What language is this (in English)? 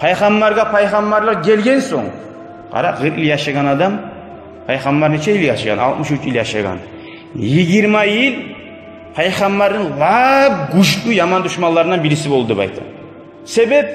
Kumyk